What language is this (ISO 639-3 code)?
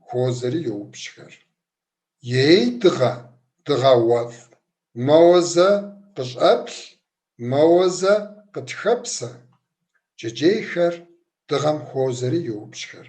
kbd